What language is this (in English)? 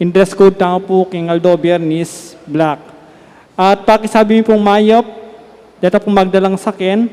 Pampanga